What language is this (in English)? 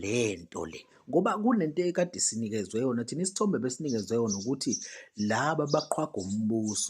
Zulu